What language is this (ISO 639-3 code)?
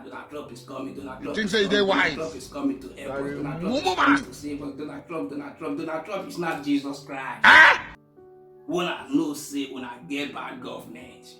pcm